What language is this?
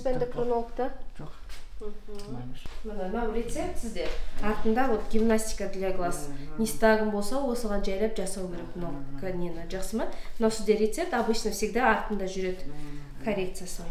Kazakh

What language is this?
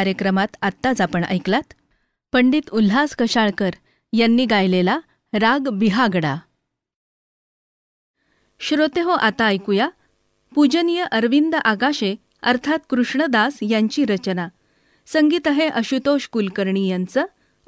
Marathi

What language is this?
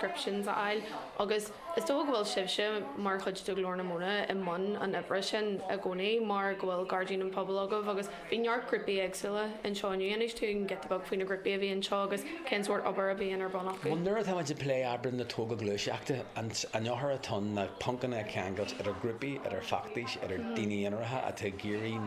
Irish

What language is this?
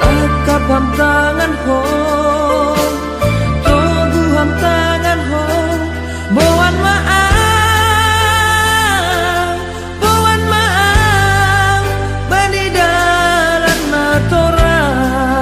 Batak Simalungun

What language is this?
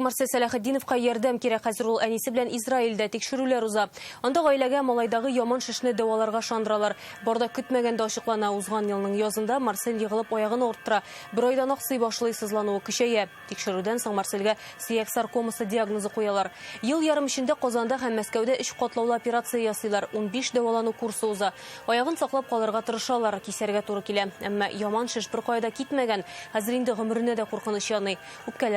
Tatar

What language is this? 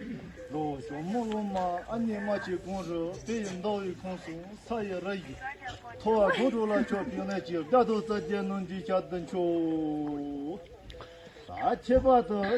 Tibetan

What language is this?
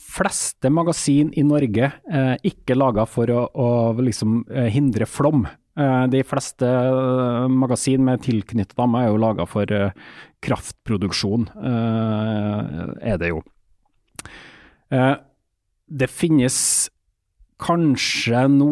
Norwegian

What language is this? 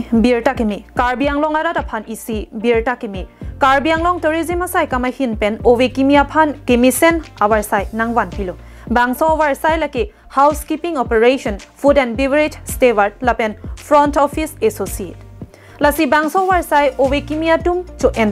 Karbi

